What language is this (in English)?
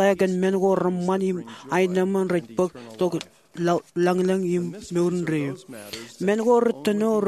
Marshallese